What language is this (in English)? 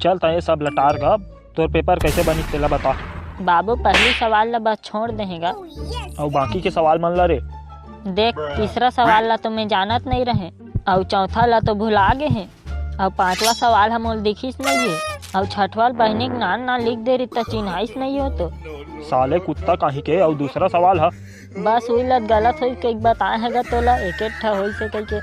Chhattisgarhi